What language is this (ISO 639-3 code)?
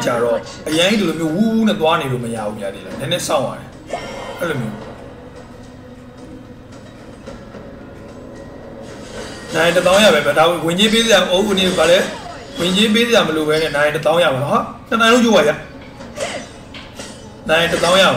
mya